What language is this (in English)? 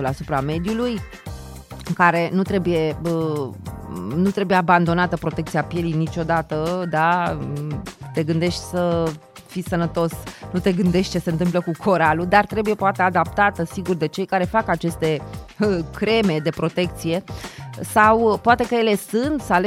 Romanian